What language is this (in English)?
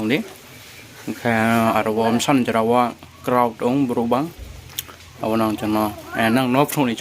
Riang (India)